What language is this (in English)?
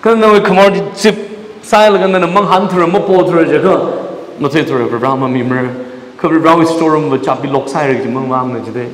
Tangkhul Naga (India)